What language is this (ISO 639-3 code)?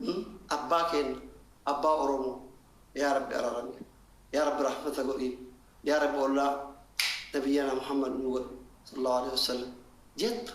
orm